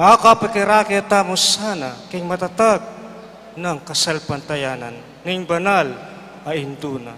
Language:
Pampanga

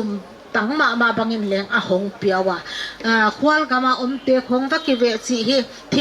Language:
Paite Chin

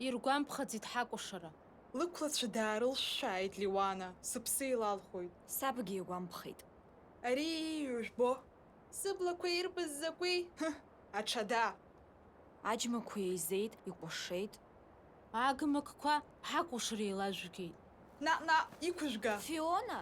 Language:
Abkhazian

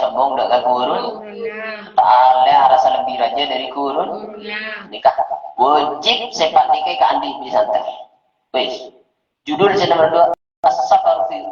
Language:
Madurese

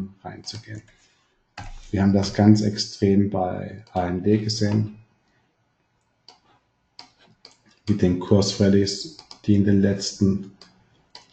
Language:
German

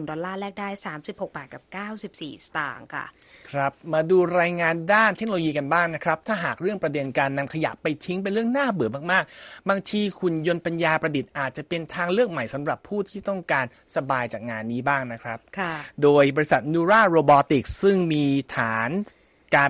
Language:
Thai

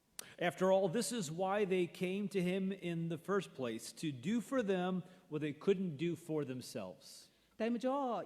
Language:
Kachin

